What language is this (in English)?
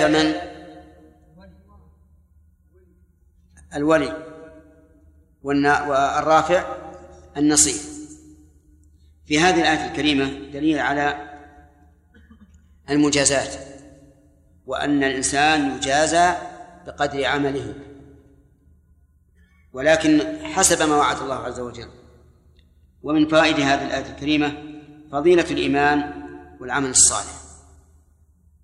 Arabic